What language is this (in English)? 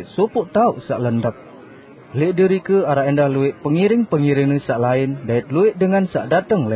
Sasak